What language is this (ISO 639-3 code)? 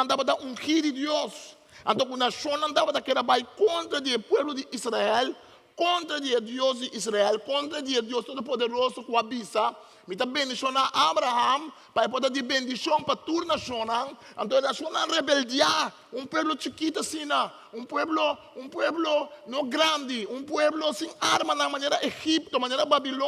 pap